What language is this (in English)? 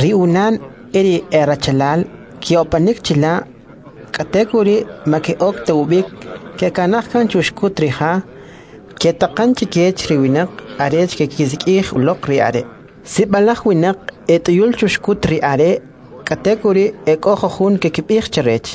Kʼicheʼ